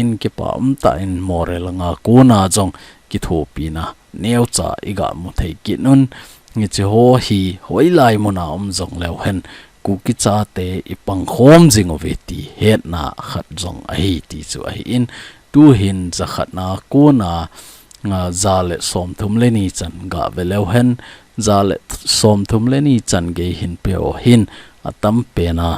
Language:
Thado Chin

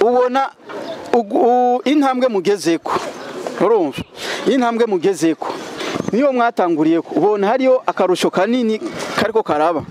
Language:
Rundi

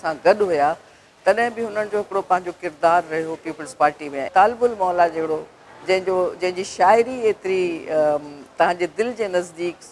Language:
Sindhi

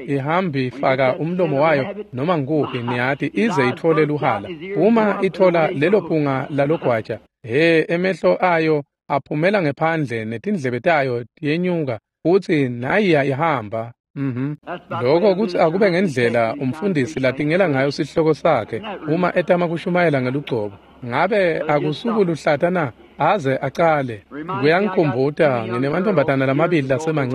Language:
Swati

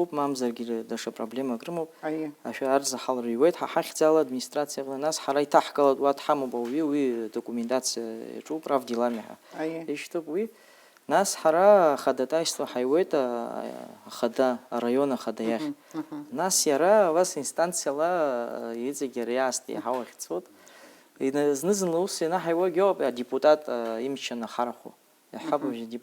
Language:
Abkhazian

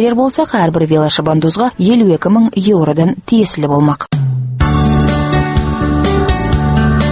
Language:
Kazakh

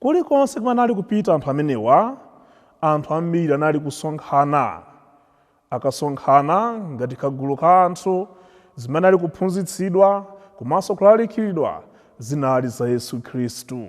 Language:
Nyanja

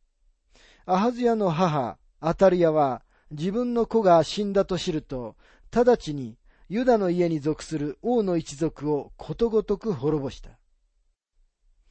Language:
Japanese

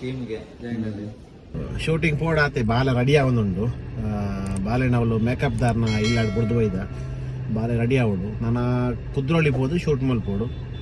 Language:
Tulu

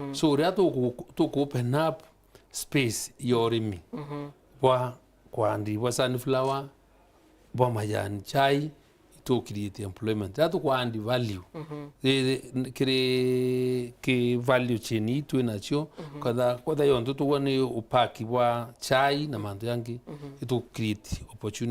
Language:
Meru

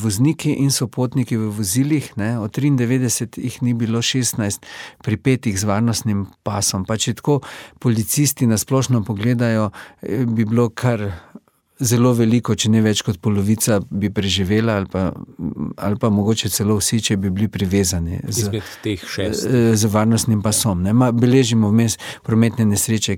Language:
Slovenian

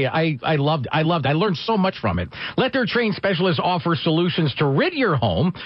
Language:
English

